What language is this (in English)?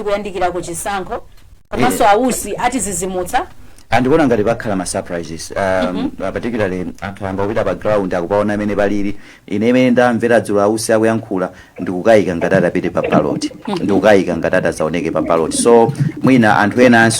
Nyanja